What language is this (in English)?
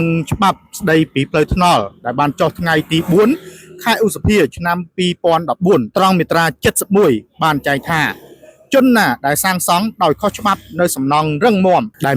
Khmer